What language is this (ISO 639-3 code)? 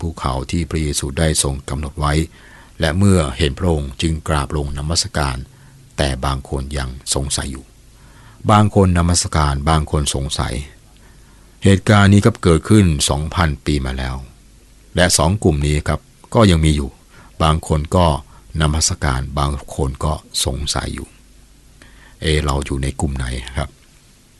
tha